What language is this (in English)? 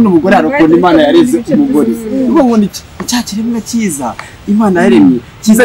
Kinyarwanda